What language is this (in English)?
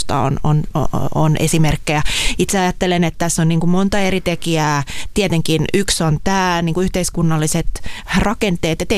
Finnish